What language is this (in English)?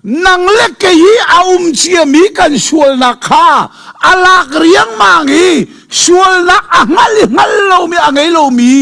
Hakha Chin